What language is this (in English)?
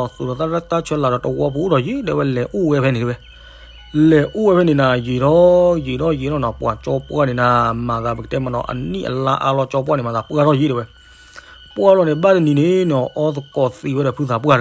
S'gaw Karen